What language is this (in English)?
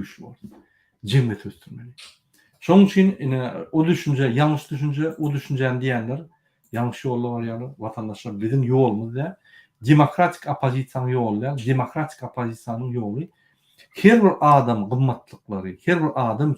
Turkmen